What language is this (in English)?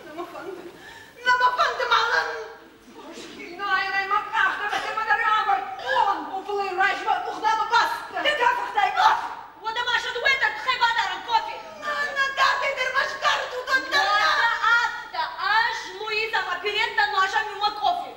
Ossetic